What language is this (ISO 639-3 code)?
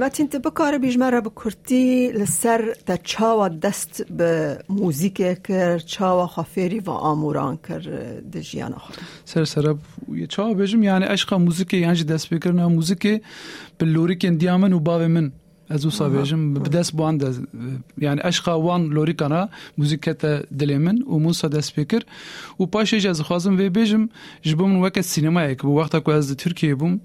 kur